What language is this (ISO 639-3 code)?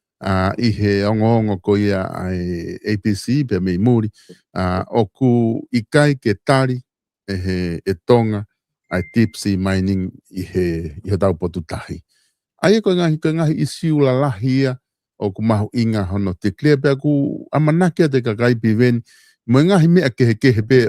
ton